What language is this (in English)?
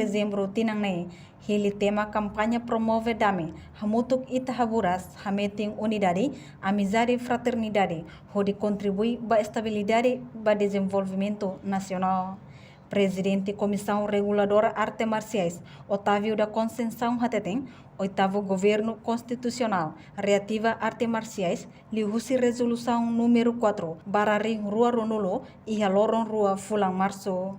Tetum